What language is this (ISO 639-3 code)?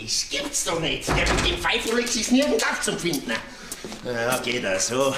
bar